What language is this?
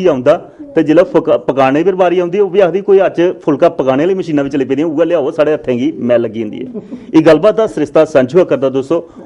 Dogri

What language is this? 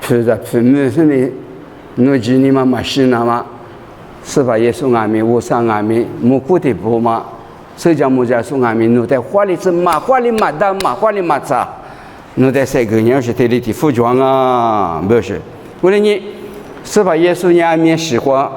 Lisu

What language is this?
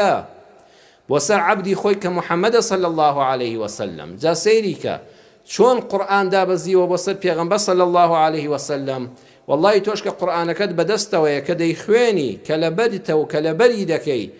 Central Kurdish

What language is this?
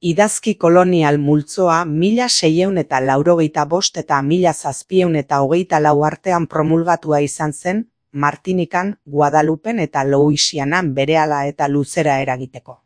Basque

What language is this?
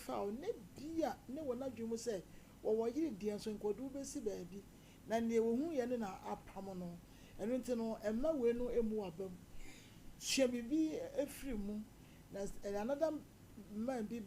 Akan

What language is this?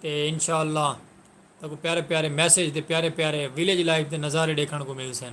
Saraiki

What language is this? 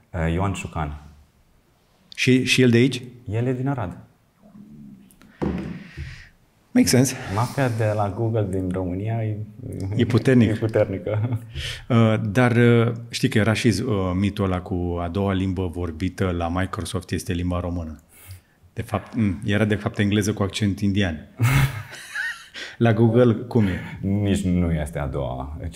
Romanian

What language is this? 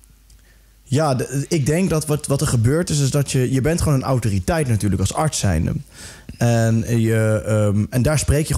Dutch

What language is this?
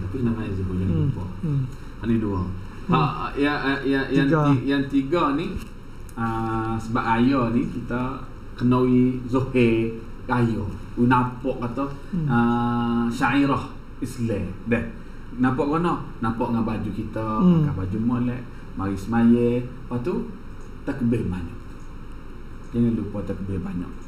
Malay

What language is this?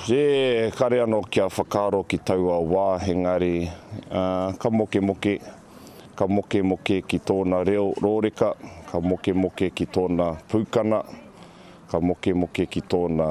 Māori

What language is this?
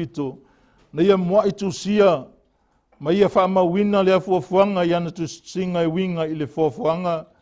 Samoan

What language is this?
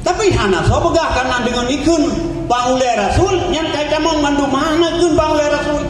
Achinese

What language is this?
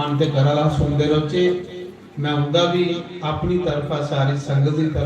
Dogri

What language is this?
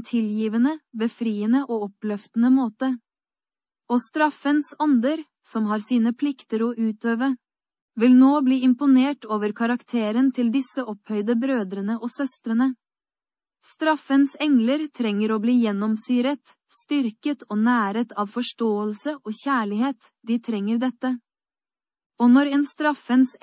Norwegian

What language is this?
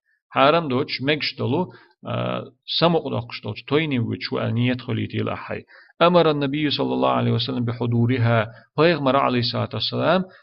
Chechen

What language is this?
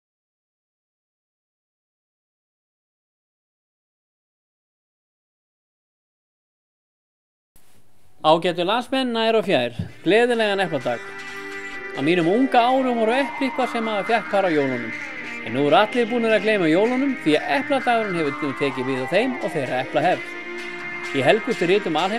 Icelandic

